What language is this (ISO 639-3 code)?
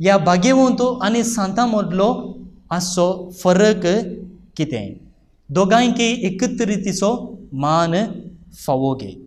kok